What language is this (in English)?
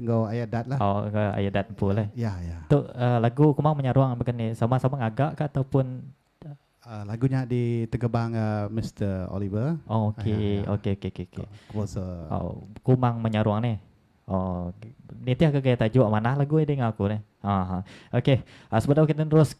Iban